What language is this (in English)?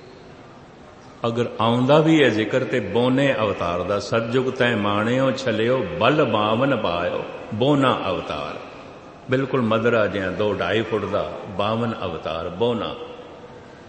Punjabi